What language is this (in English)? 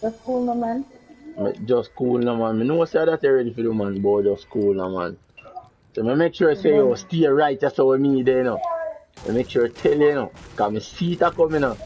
Jamaican Creole English